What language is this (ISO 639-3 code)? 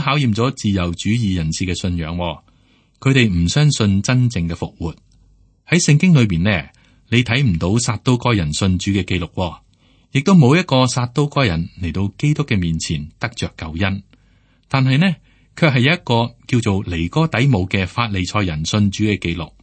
yue